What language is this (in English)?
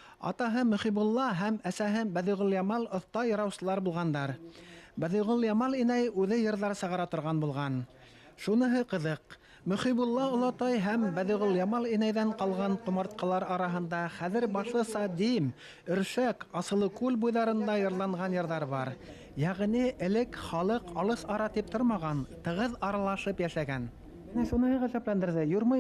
Bashkir